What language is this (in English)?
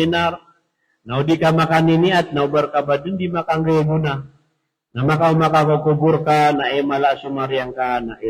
Maranao